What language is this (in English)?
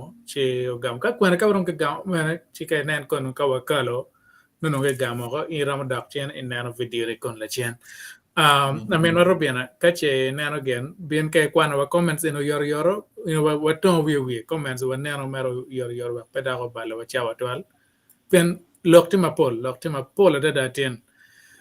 Acoli